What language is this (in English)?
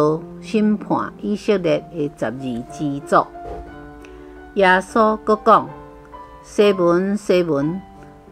Min Nan Chinese